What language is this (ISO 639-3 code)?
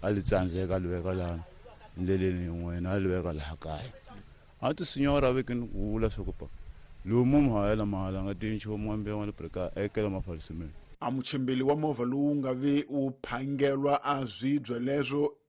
tso